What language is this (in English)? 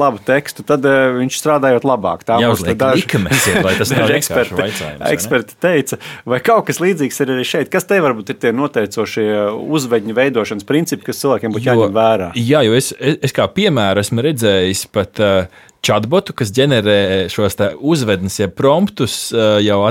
Latvian